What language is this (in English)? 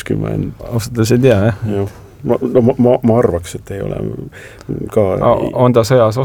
Estonian